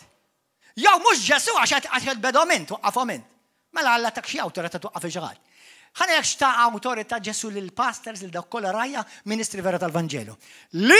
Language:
Maltese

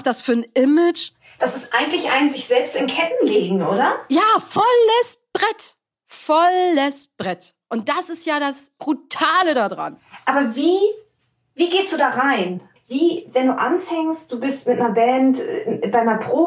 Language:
German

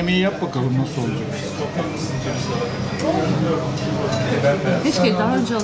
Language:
Turkish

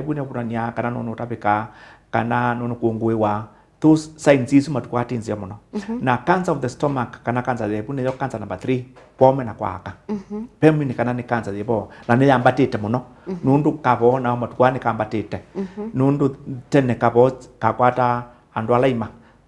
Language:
Kamba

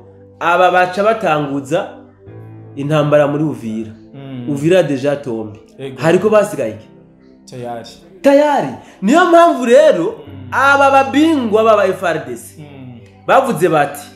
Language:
Rundi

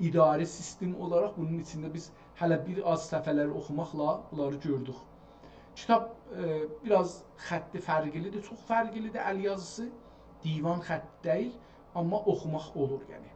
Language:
South Azerbaijani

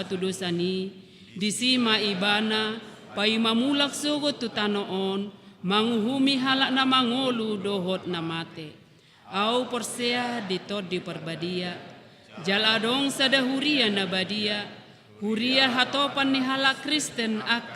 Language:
Batak Toba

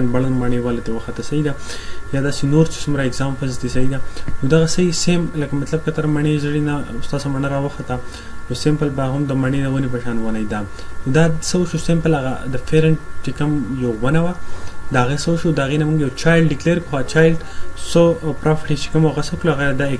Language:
Pashto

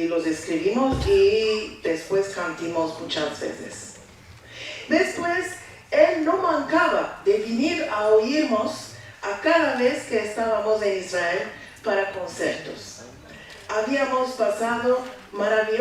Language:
Ladino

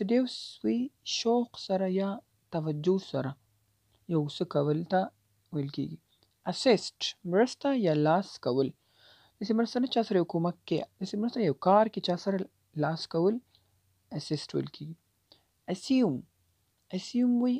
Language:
Pashto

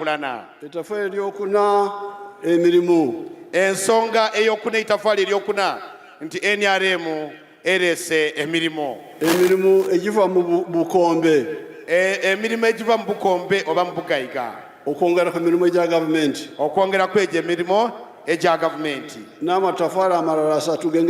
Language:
Nyankole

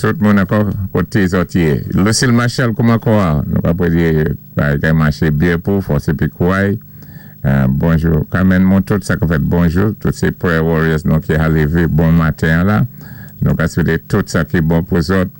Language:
Saint Lucian Creole French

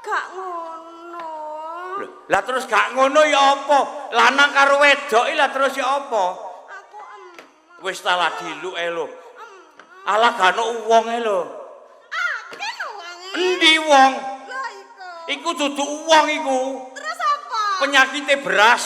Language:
Javanese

